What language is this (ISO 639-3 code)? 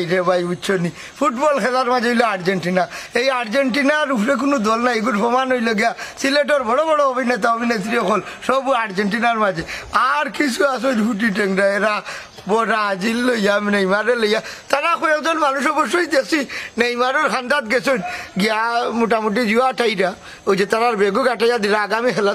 syl